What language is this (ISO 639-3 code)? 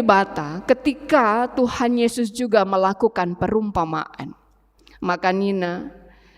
btx